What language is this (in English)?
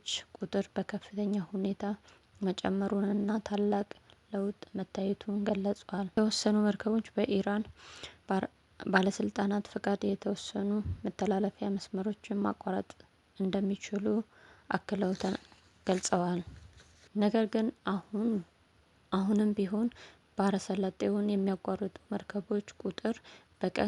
Amharic